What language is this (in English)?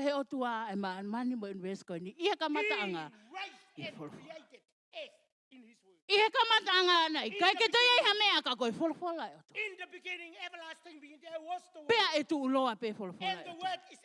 Tongan